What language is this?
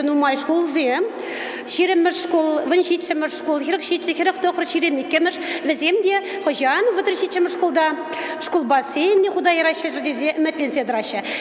Chuvash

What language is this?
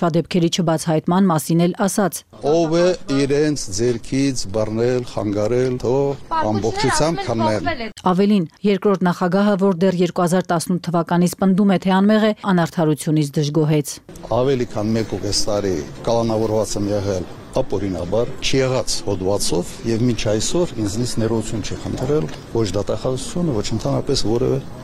Armenian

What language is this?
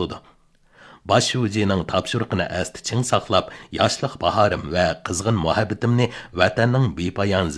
Uyghur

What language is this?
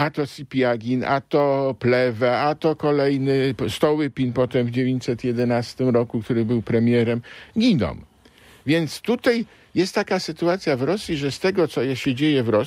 Polish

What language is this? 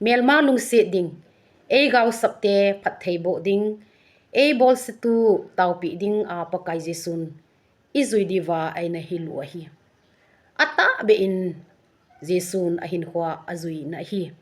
Thado Chin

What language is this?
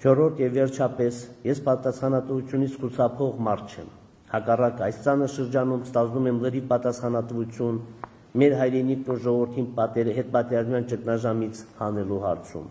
Armenian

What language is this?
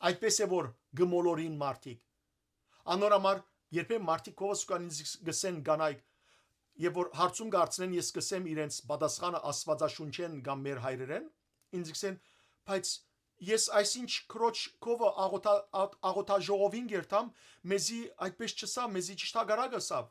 Western Armenian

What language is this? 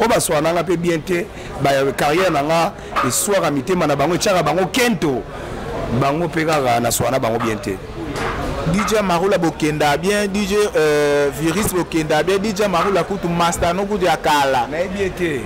Lingala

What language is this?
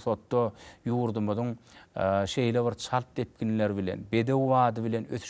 Turkmen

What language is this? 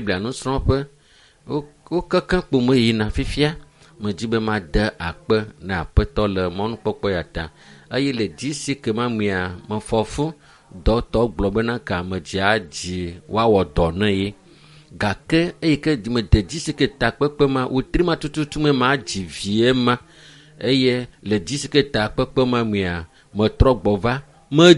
Ewe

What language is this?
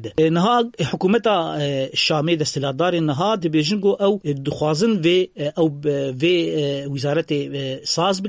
Kurdish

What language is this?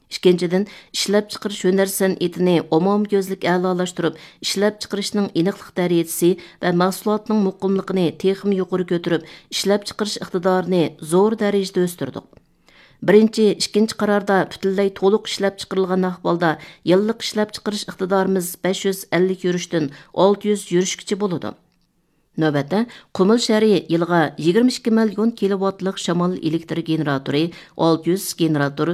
Uyghur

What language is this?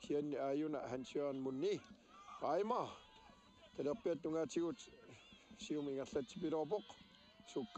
Kalaallisut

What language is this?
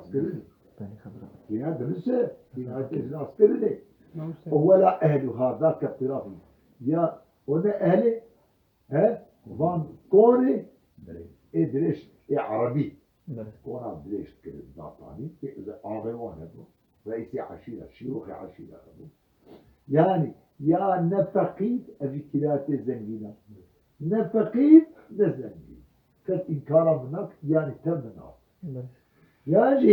Kurdish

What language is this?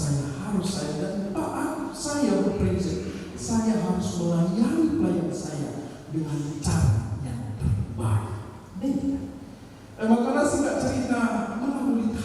Batak Karo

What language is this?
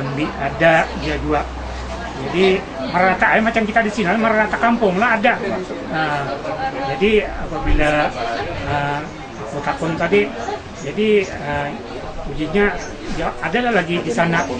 Banjar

